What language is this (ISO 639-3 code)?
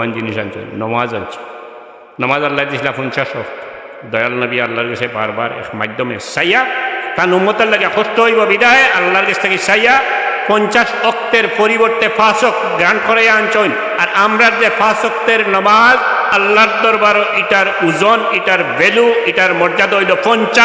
syl